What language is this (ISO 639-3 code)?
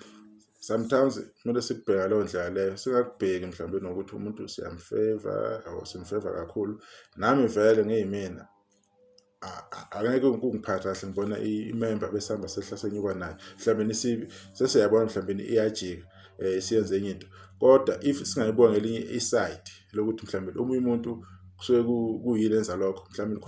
zul